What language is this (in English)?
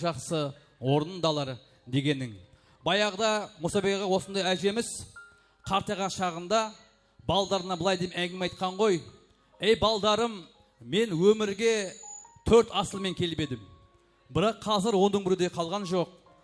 Kara-Kalpak